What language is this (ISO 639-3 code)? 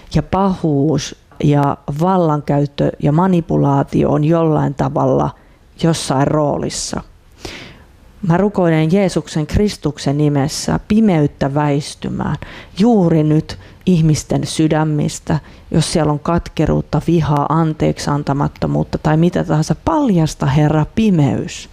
fin